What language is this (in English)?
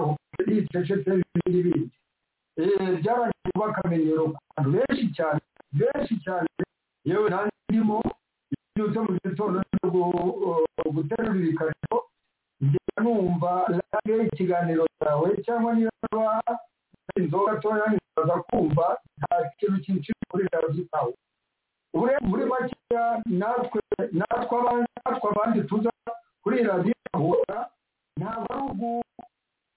Kinyarwanda